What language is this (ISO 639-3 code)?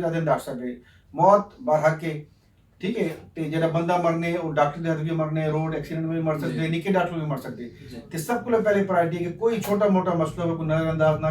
skr